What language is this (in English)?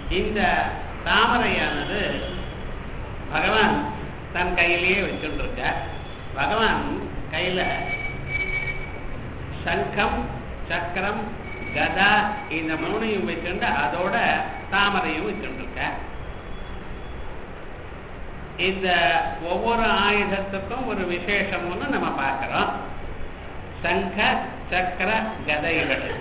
Tamil